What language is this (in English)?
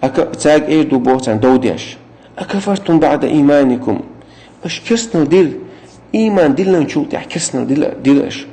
Chechen